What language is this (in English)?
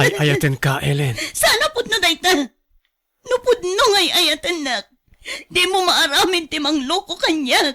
Iloko